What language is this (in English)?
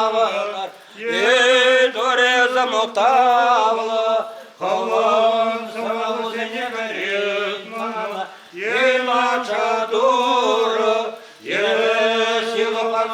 Chuvash